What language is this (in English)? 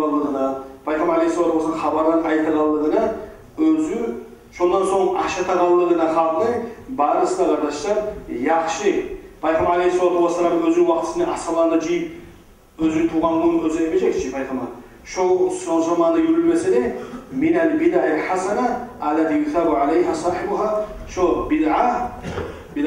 Kumyk